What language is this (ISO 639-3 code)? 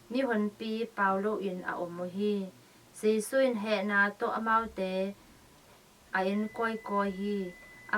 ctd